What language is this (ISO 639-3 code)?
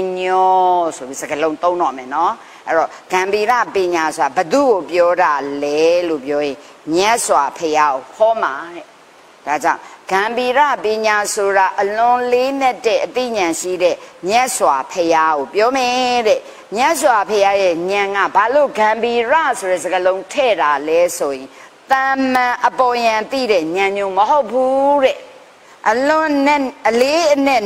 mya